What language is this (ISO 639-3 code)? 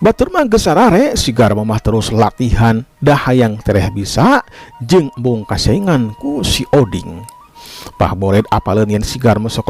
sun